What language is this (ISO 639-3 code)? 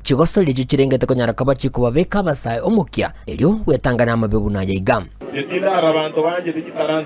guz